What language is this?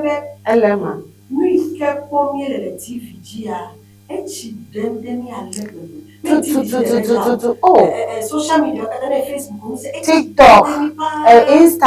Ewe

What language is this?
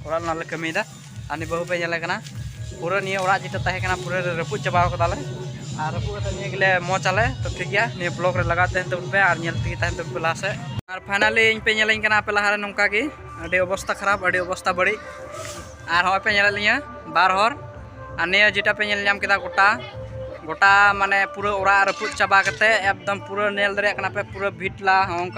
Santali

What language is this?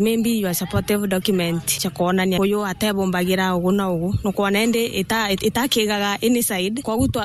Meru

